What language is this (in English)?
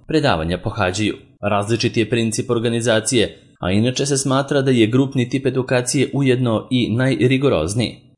Serbian